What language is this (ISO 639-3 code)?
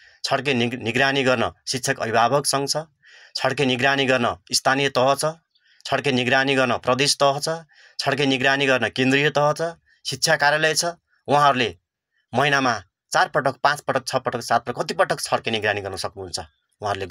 nep